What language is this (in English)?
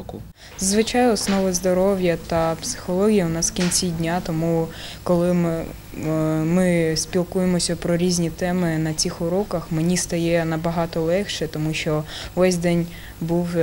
Ukrainian